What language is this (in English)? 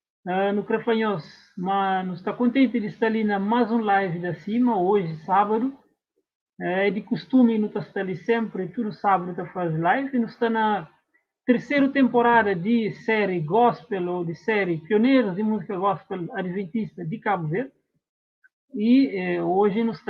Kabuverdianu